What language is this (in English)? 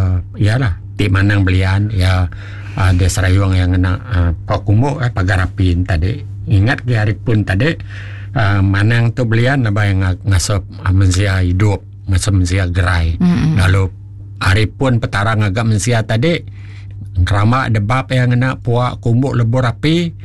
Iban